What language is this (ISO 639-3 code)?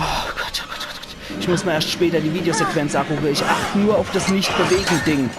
pfl